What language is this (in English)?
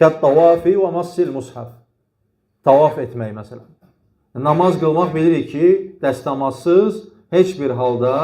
Azerbaijani